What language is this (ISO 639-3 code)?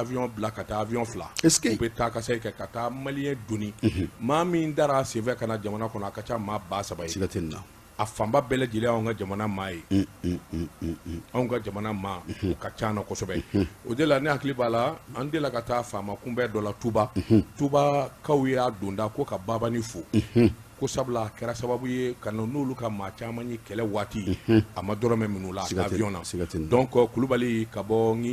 bam